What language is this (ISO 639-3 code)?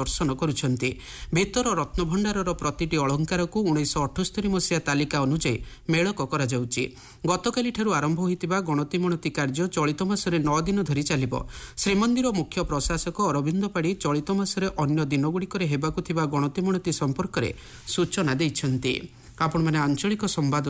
ori